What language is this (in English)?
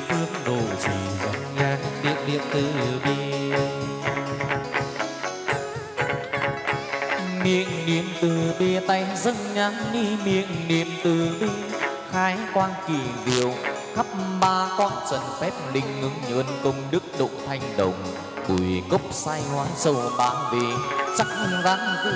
Vietnamese